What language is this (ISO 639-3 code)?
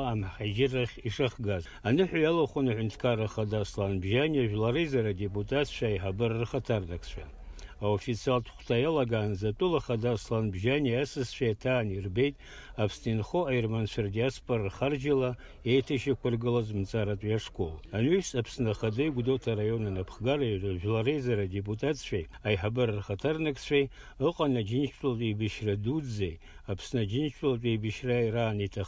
abk